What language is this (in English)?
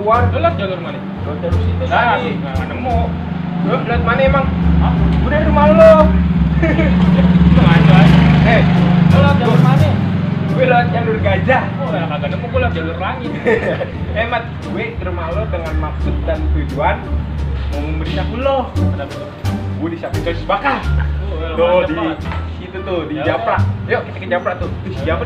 Betawi